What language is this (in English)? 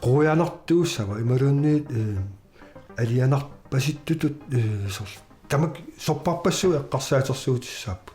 Kalaallisut